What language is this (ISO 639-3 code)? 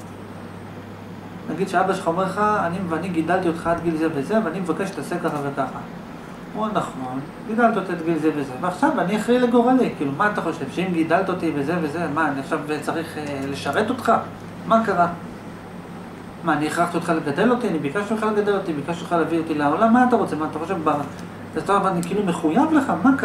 heb